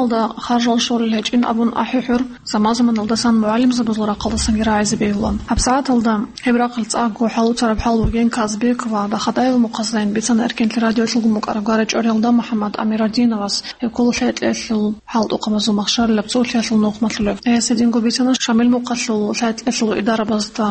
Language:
Avaric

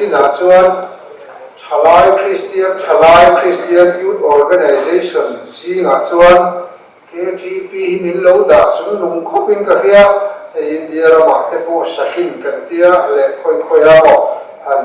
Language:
Mizo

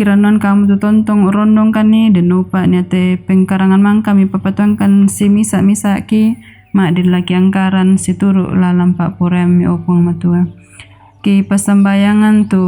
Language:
Toraja-Sa'dan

